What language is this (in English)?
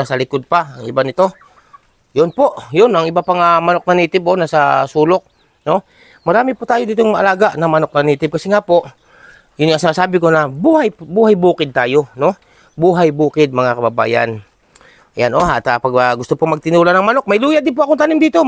Filipino